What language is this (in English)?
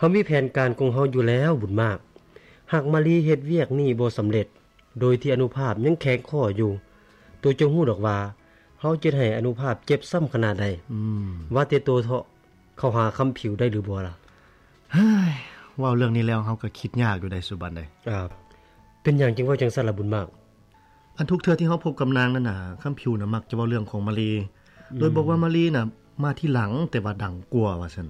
Lao